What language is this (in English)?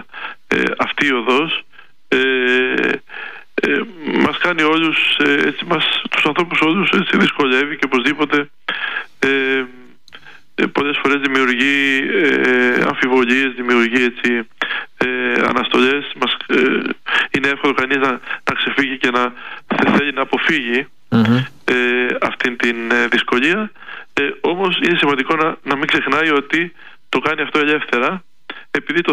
Greek